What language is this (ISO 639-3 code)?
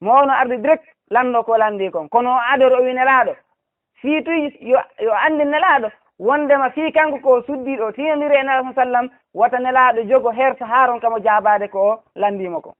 ful